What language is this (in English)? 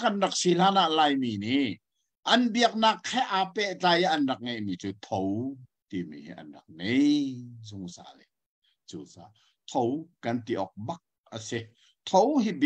Hakha Chin